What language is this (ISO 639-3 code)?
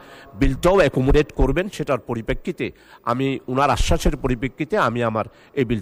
ben